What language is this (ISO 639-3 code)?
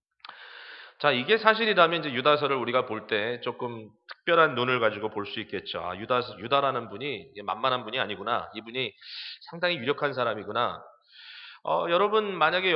kor